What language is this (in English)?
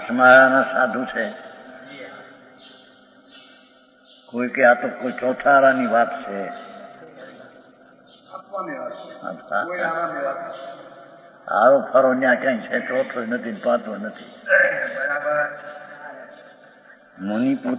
Gujarati